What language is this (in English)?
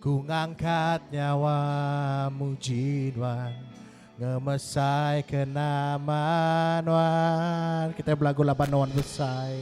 Iban